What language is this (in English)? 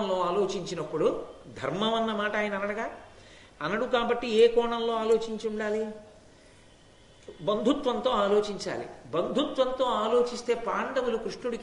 Telugu